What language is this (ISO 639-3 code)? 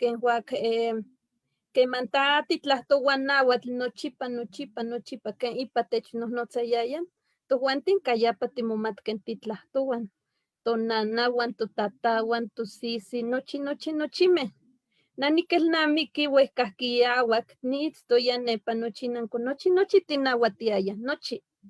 nhe